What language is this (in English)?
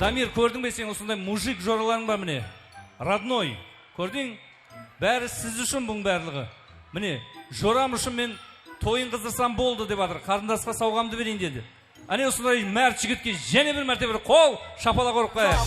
Kara-Kalpak